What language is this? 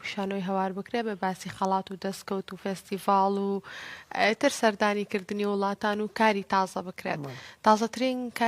Central Kurdish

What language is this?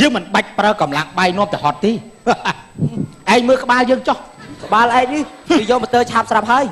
Khmer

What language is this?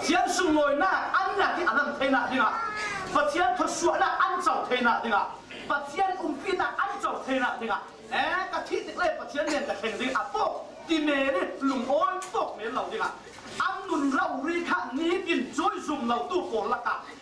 Falam Chin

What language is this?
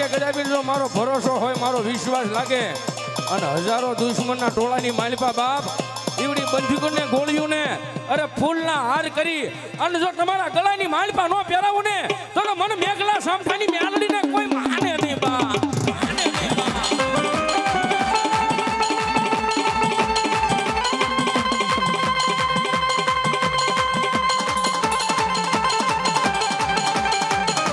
Gujarati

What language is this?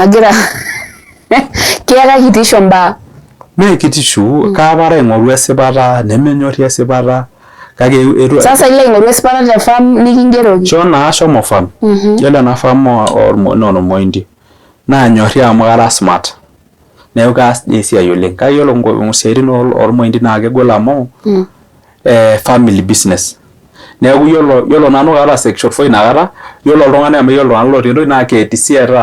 Masai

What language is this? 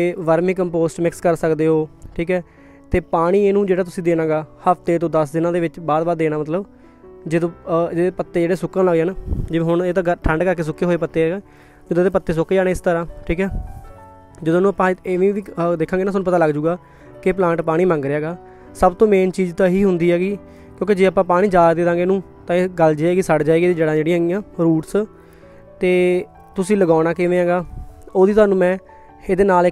Punjabi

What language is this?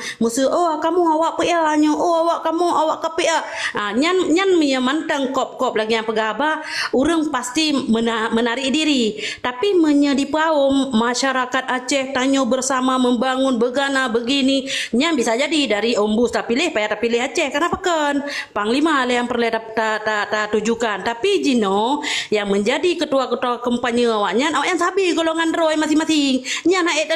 Achinese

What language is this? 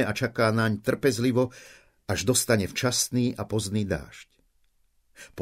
Slovak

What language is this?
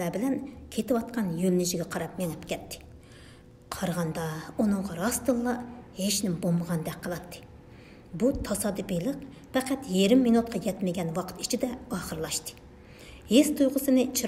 Uyghur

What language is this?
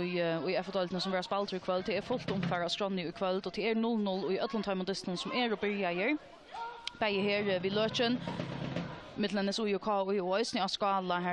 Faroese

